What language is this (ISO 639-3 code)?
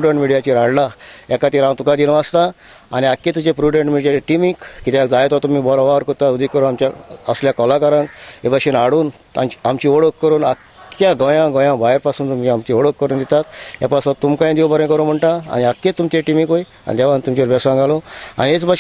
kok